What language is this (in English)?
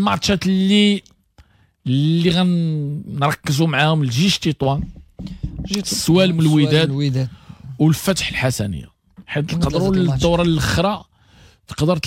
Moroccan Arabic